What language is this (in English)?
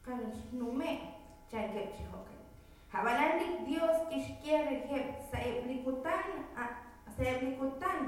Kekchí